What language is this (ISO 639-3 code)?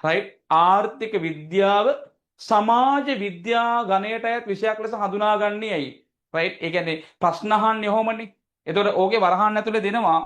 sin